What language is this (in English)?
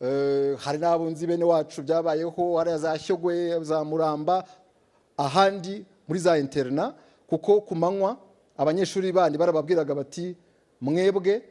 Kinyarwanda